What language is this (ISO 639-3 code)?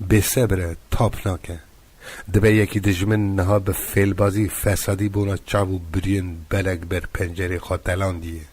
kur